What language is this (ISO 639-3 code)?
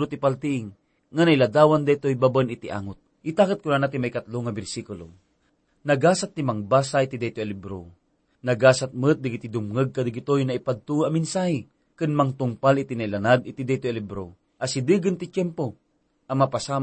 ilo